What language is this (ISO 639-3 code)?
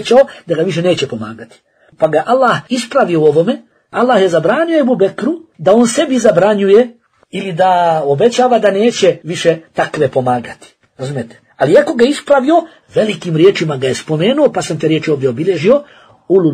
bos